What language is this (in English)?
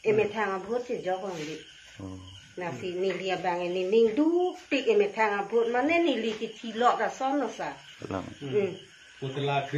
Karbi